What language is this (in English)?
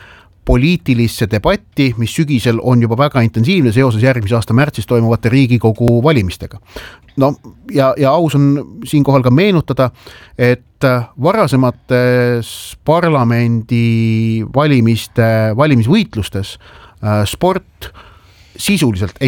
Estonian